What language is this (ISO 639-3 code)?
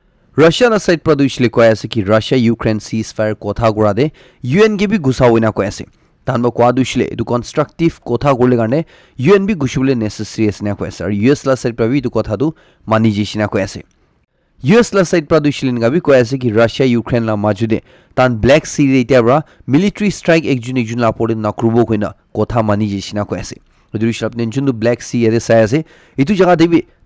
nag